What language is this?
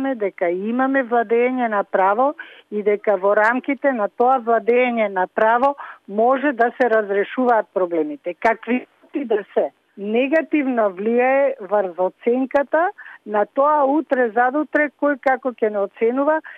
Macedonian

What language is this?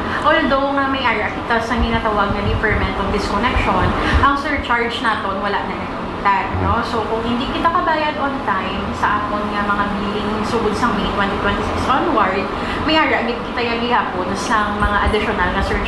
Hiligaynon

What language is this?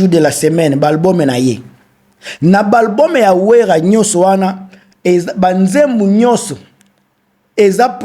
Lingala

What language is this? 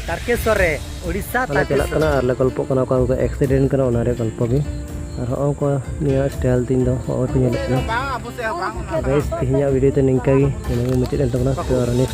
Santali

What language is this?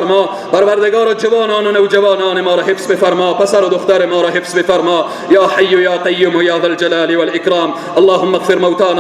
Persian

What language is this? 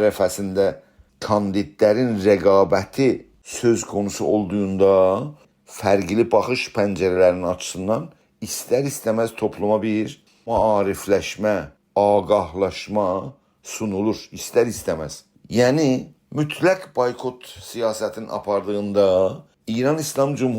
South Azerbaijani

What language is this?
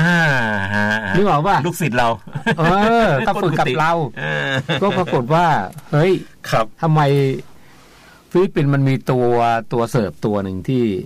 Thai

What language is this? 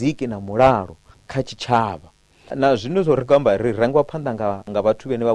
Venda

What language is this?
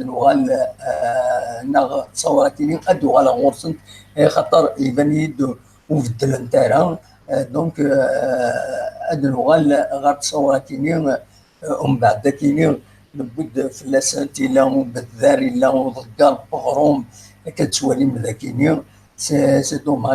Kabyle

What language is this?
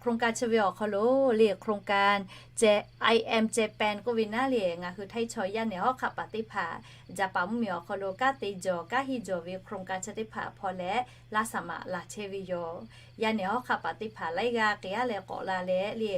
Lahu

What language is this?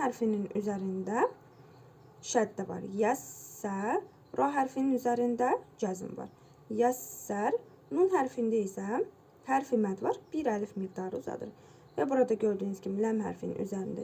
Azerbaijani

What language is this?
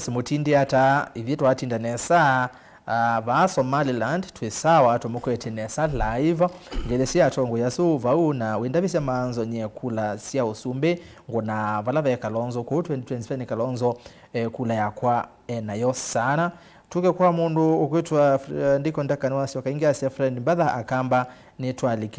Kamba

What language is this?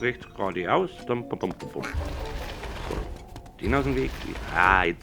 Bavarian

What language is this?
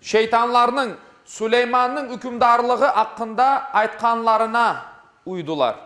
Crimean Tatar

